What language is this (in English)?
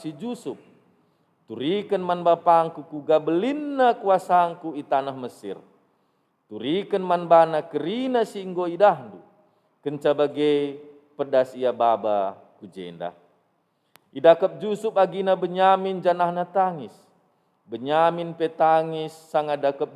Batak Karo